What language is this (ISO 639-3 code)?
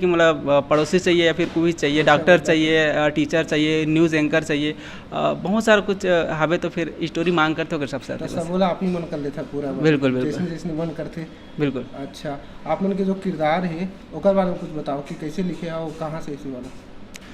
hne